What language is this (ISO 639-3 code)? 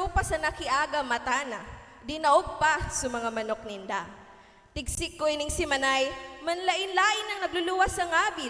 bik